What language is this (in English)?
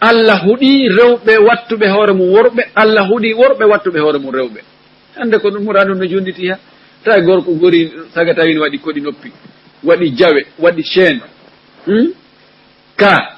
Fula